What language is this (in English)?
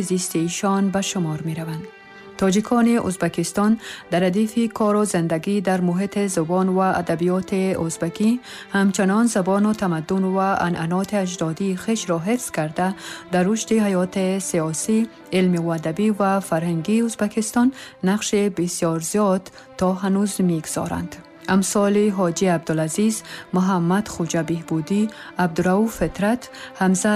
Tajik